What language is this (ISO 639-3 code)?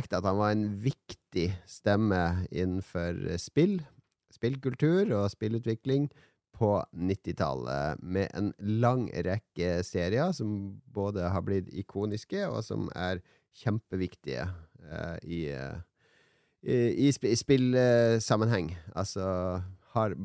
nor